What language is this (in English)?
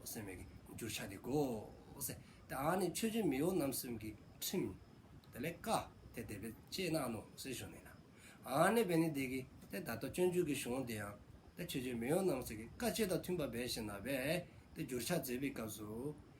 Dzongkha